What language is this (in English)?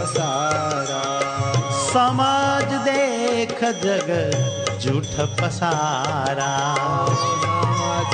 Gujarati